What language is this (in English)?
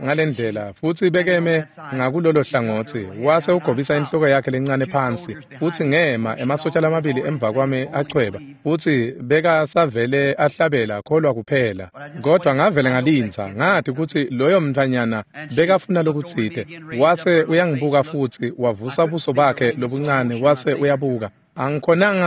Swati